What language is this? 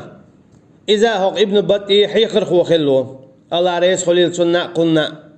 Chechen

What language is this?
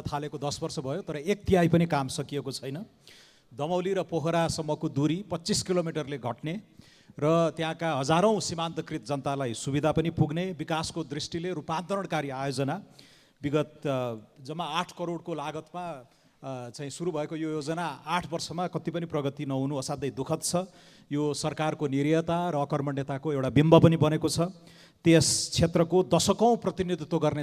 Nepali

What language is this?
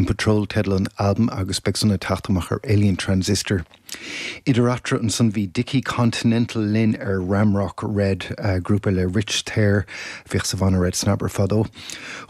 Irish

